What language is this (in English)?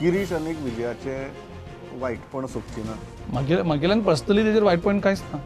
Konkani